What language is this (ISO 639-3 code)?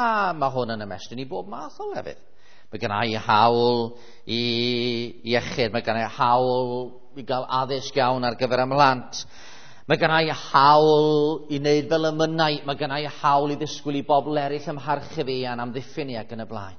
cym